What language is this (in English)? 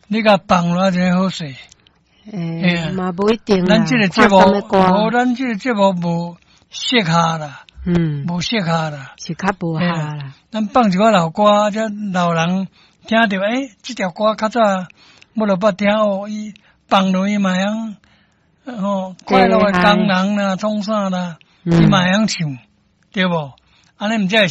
Min Nan Chinese